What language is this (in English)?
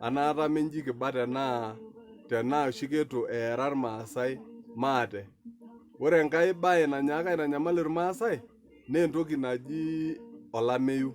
Masai